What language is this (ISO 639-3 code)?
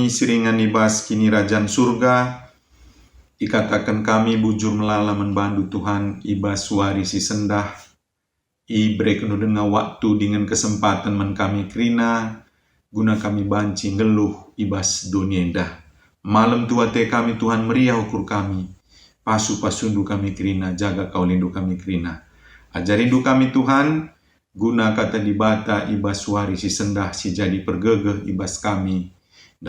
btx